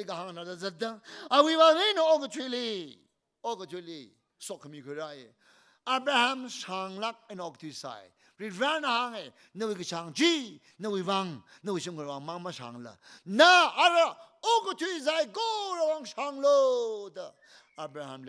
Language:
Tangkhul Naga (India)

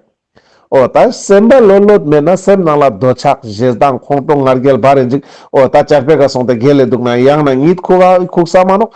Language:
Ladakhi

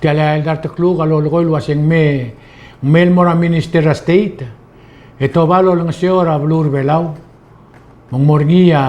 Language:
Palauan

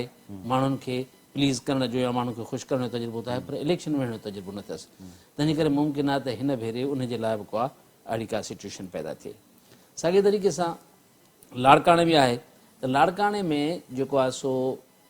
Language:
Sindhi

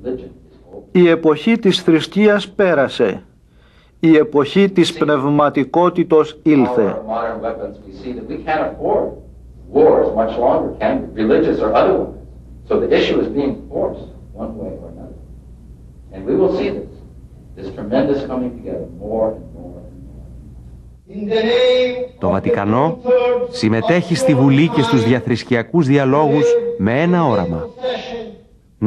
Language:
Greek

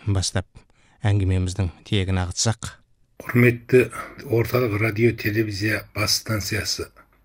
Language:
Kazakh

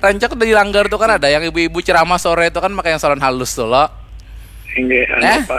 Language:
Banjar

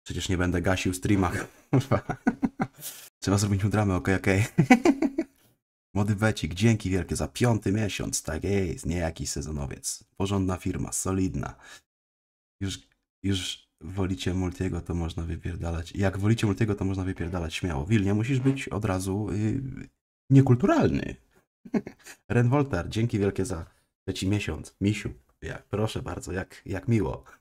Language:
Polish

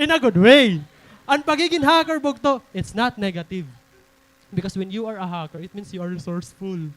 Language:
Waray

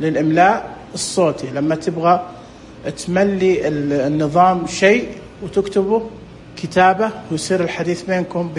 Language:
Najdi Arabic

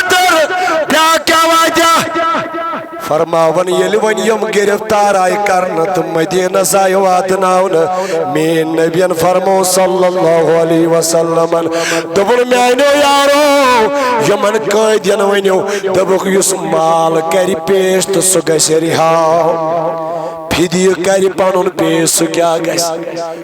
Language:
Kashmiri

